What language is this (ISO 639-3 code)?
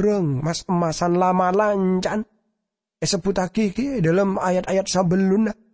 mad